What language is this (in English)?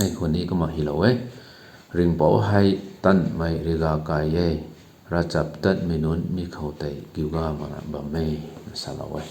Rongmei Naga